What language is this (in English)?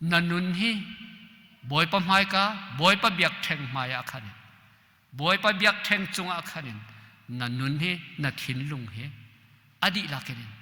Hakha Chin